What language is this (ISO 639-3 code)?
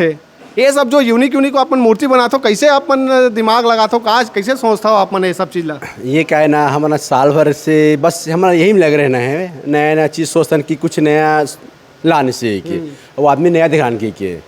hne